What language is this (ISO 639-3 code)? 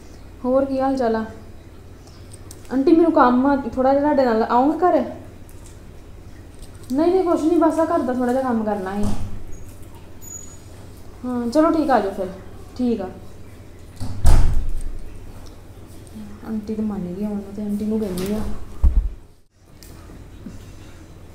pan